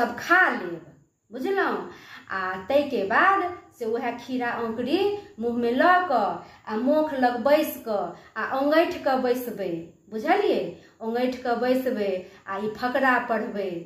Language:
Maithili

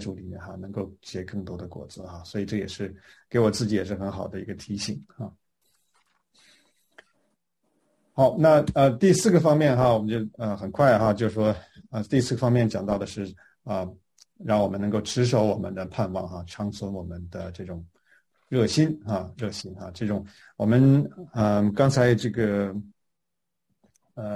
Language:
Chinese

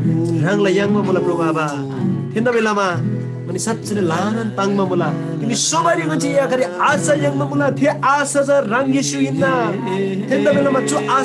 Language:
Eastern Tamang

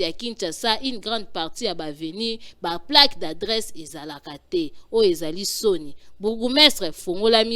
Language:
Lingala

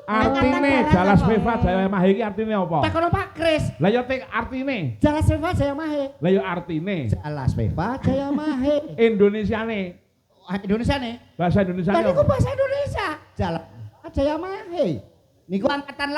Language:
Javanese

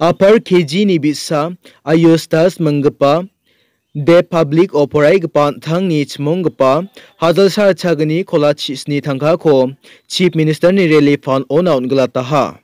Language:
Garo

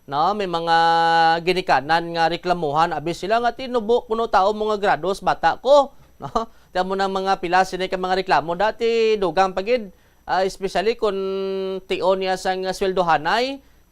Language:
Hiligaynon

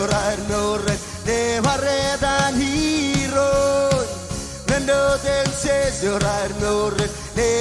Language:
Marshallese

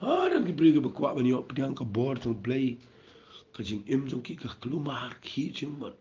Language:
Khasi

